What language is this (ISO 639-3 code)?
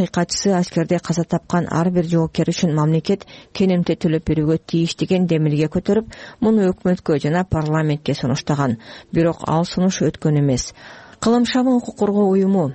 kir